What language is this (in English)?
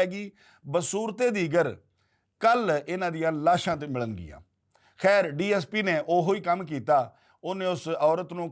Western Panjabi